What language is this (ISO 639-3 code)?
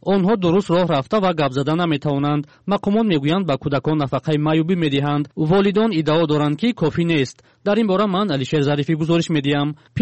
tgk